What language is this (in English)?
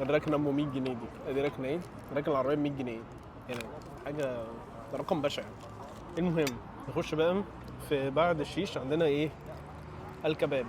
Egyptian Arabic